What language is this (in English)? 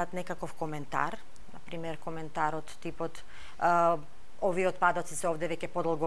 Macedonian